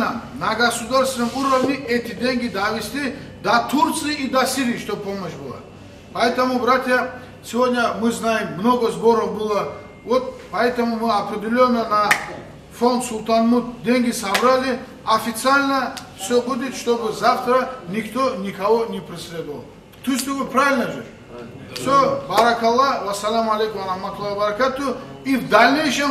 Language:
Kumyk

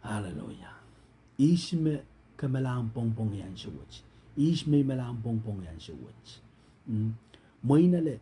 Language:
Pohnpeian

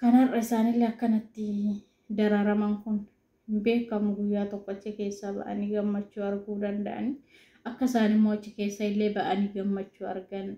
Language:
Oromo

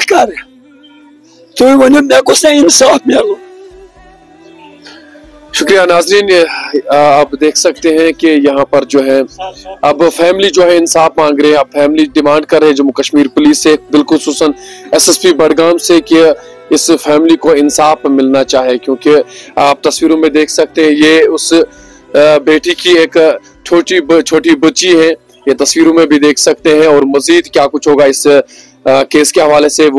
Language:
Urdu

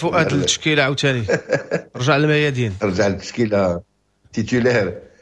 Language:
Moroccan Arabic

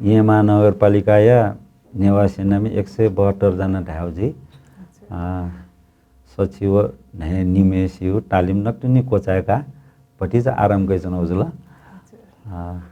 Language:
Newari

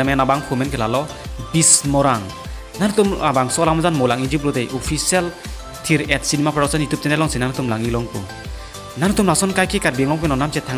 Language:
Karbi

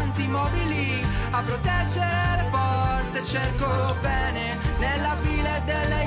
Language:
Italian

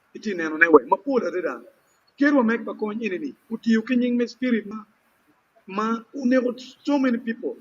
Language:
Acoli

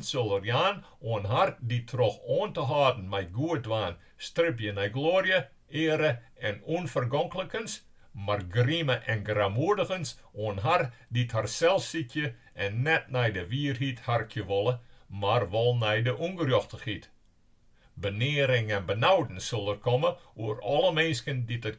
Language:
Western Frisian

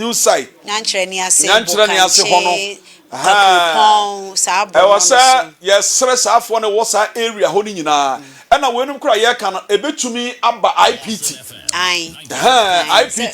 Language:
Akan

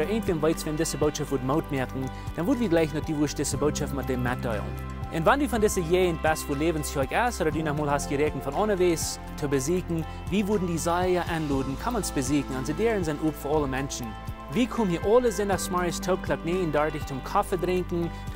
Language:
Plautdietsch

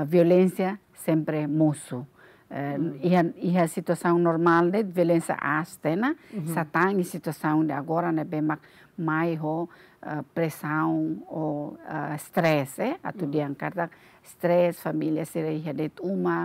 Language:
Tetum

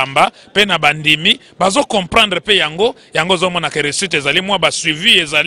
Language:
Lingala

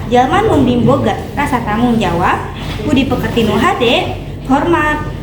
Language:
Sundanese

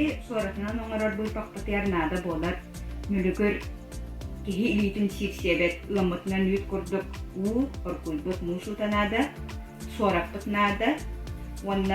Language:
Yakut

